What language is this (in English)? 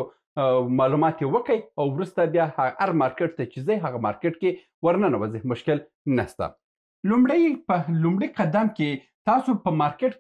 Pashto